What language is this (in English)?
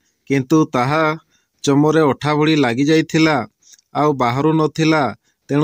Odia